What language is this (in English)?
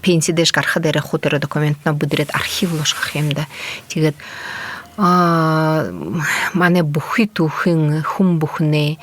Buriat